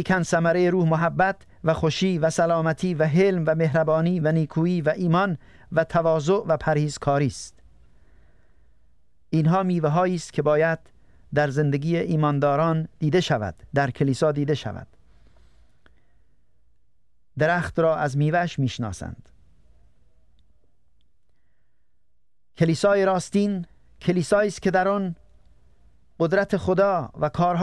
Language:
Persian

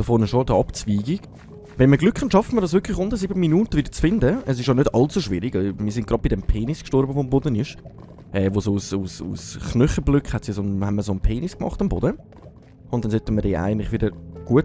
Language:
Swiss German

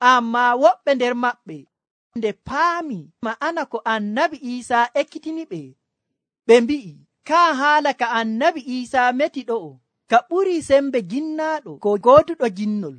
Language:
Nigerian Fulfulde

